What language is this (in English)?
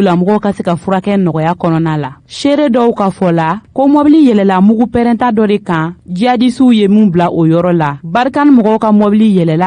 Bambara